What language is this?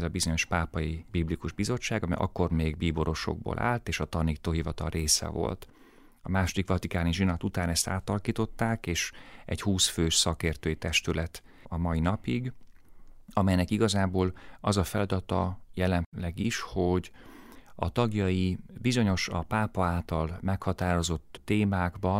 Hungarian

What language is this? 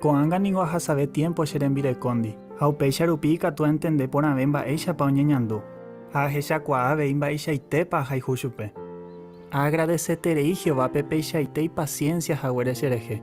Guarani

